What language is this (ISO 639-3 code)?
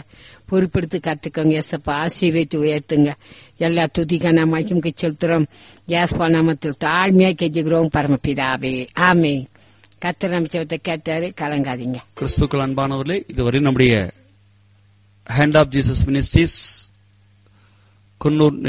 tam